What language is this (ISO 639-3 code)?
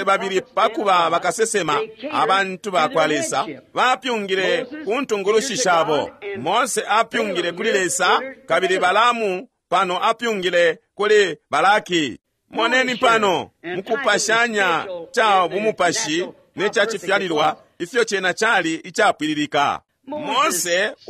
bem